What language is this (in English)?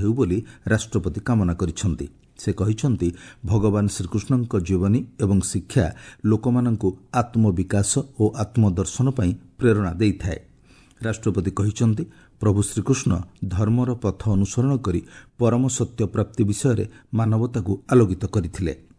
Odia